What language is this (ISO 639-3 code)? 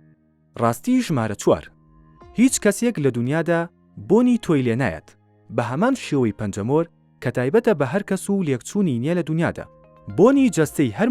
ckb